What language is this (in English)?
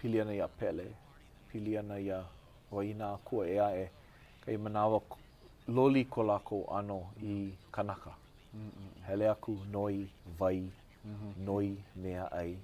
Hawaiian